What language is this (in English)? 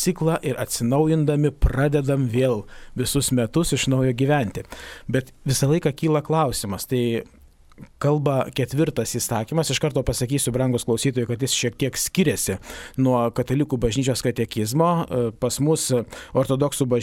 Lithuanian